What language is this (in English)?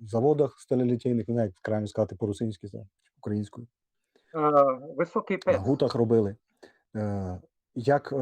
Rusyn